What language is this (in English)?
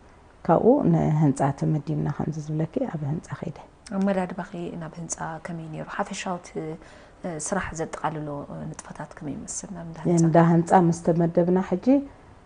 Tigrinya